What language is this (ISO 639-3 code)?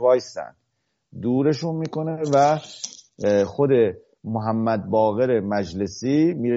fas